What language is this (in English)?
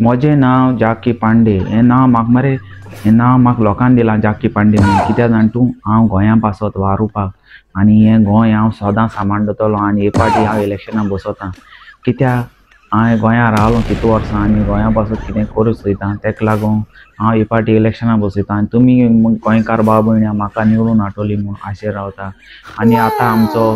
Konkani